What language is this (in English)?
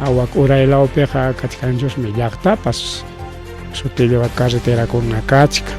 Ayacucho Quechua